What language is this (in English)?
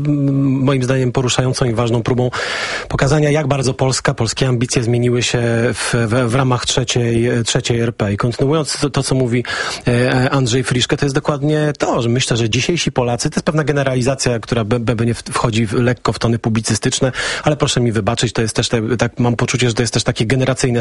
Polish